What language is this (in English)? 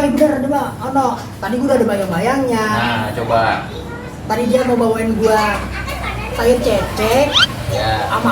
Betawi